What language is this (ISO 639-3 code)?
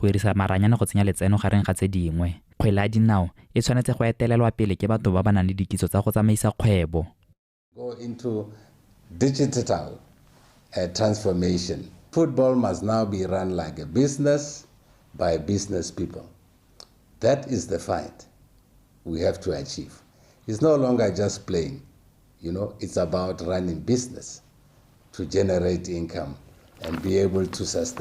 tsn